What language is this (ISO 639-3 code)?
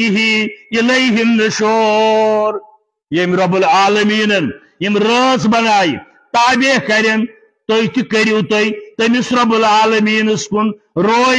kas